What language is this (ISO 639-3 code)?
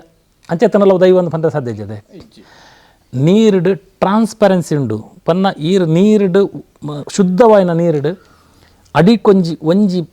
tcy